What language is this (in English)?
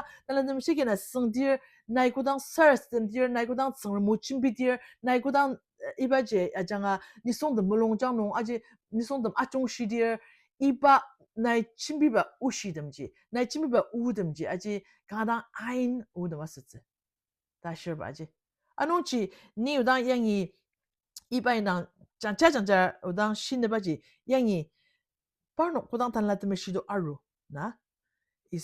Ao Naga